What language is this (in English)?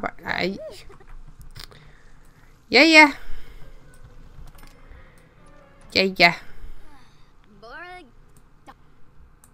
Danish